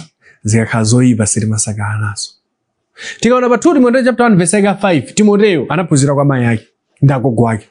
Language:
Nyanja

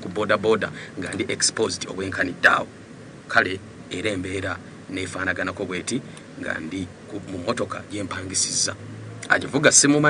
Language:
Ganda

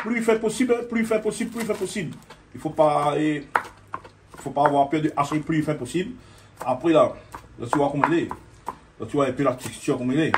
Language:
Réunion Creole French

